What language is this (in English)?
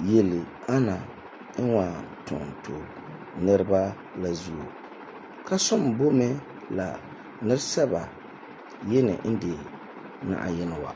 Frafra